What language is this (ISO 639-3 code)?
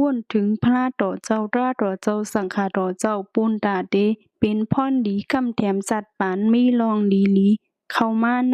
shn